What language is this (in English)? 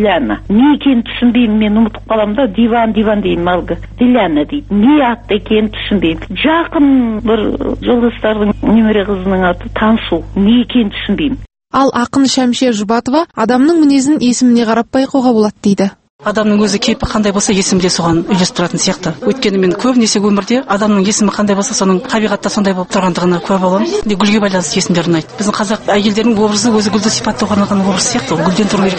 Kazakh